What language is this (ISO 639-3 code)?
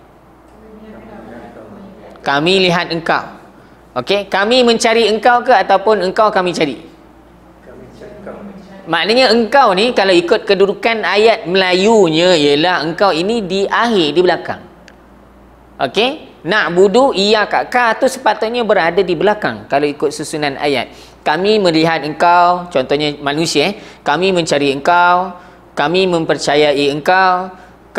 msa